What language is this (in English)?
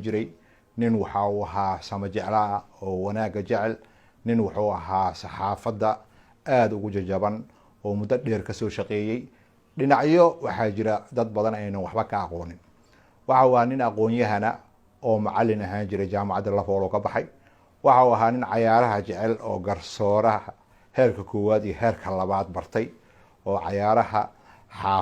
Somali